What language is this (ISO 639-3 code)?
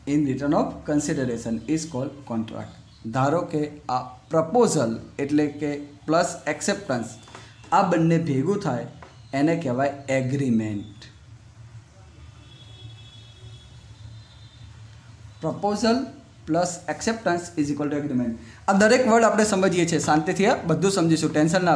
guj